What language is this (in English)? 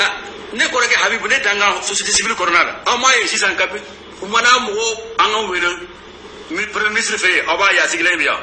Bambara